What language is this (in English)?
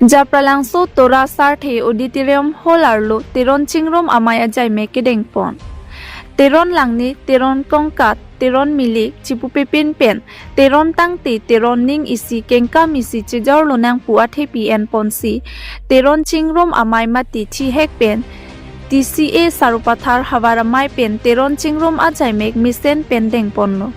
Karbi